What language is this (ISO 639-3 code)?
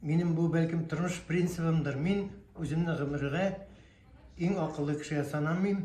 tat